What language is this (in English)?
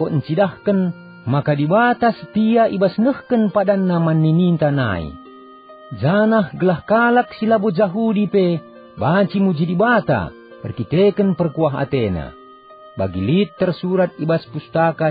Batak Karo